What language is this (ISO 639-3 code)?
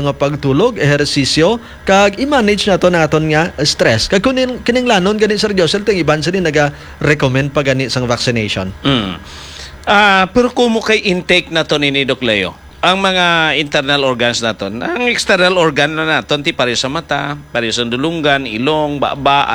hil